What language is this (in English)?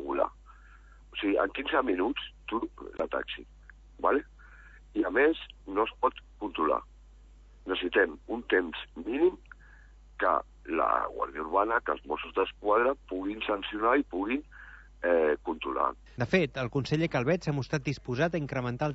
Catalan